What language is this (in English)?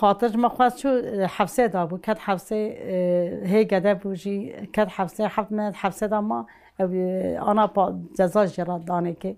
Kurdish